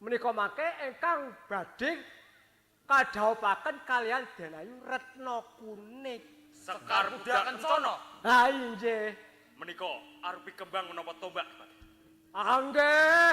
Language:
Javanese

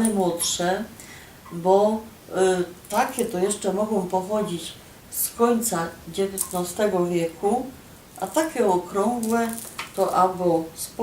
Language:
Silesian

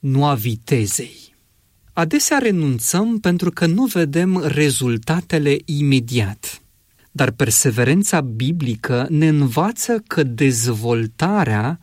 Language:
Romanian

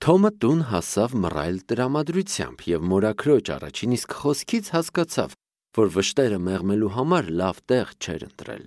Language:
Armenian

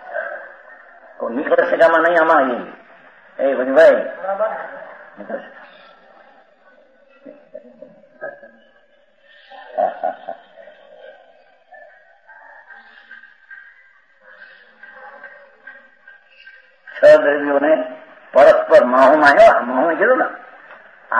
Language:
Gujarati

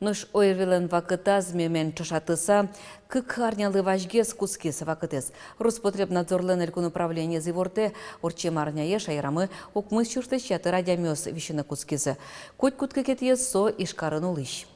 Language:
Udmurt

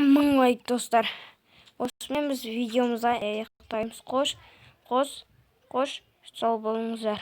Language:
Kazakh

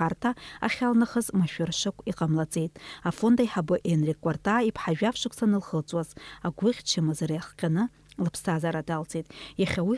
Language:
Abkhazian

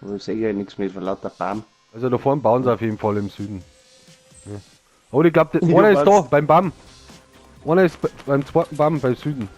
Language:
Bavarian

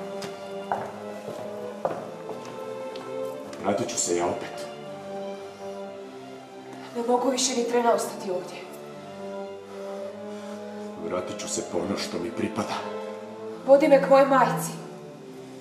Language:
Croatian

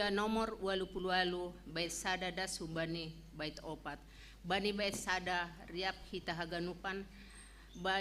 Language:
Batak Simalungun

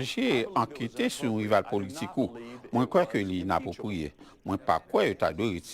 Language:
Haitian Creole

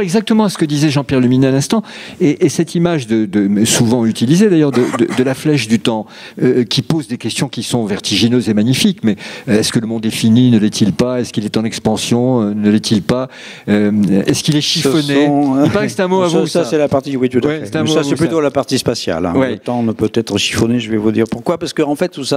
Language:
French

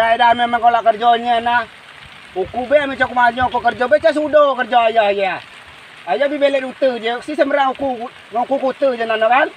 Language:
Rejang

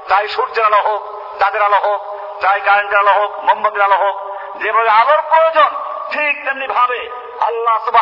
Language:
Bangla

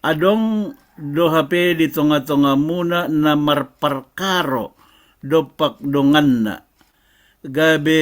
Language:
Batak Toba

